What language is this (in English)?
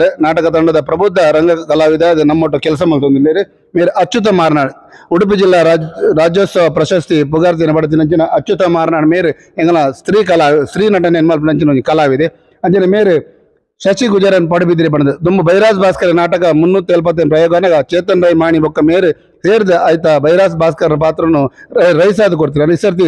Tulu